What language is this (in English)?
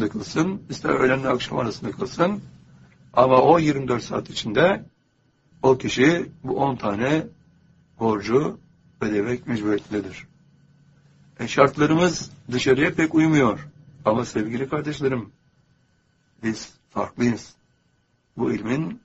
Turkish